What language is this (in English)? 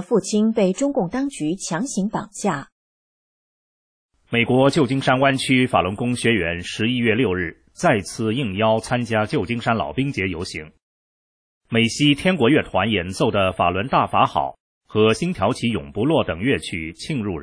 Chinese